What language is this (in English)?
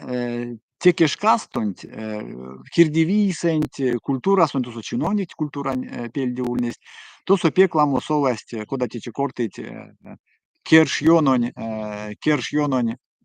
Erzya